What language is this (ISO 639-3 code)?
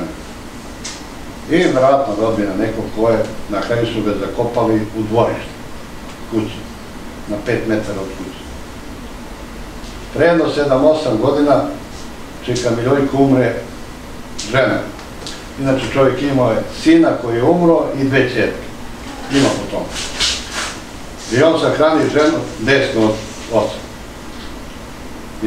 srp